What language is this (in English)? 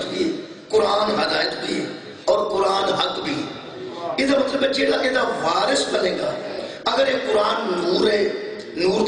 Urdu